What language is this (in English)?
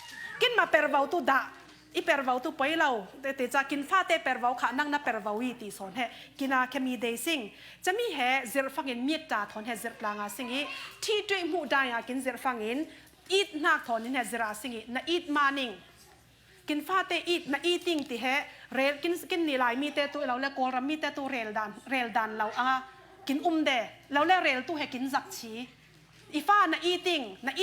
Falam Chin